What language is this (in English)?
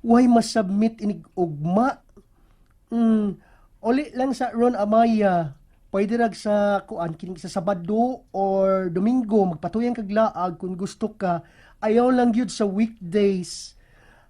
Cebuano